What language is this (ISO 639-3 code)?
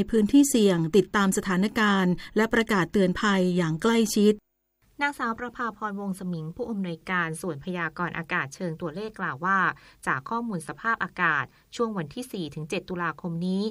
tha